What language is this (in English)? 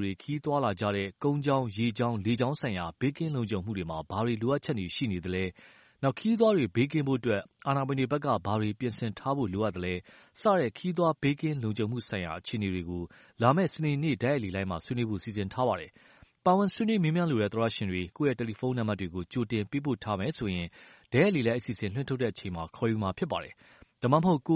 Burmese